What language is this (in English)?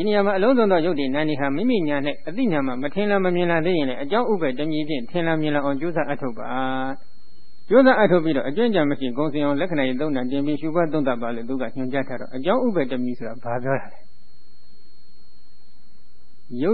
Burmese